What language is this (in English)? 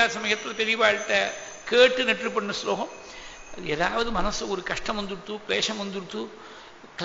Tamil